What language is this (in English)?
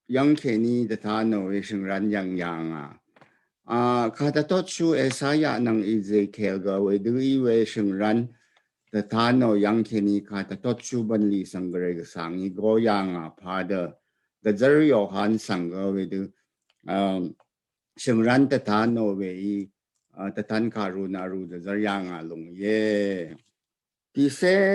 Rawang